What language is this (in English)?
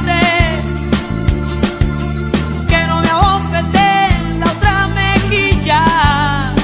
Spanish